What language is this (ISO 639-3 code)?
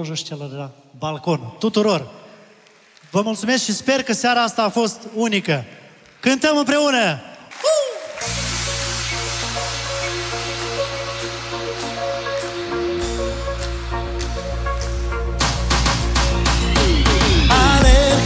ron